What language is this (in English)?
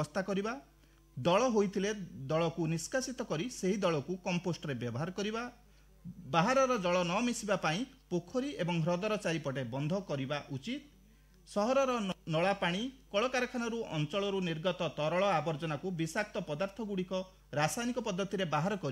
Odia